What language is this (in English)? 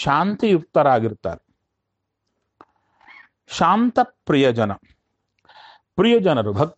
Kannada